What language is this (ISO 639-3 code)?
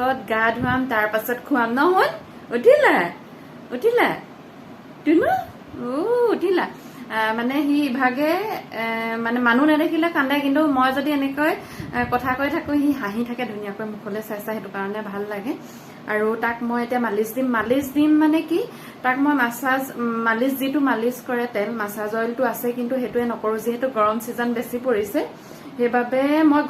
asm